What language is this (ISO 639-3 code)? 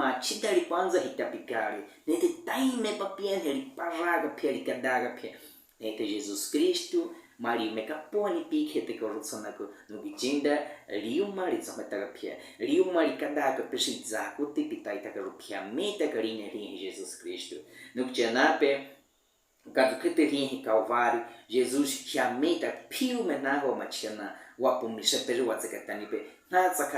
bwi